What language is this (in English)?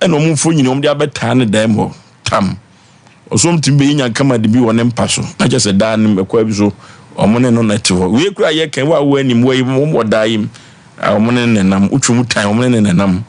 Akan